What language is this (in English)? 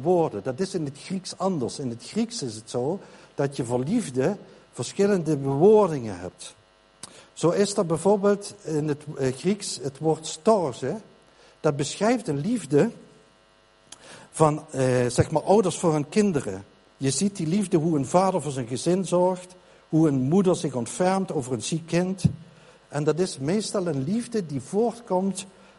Dutch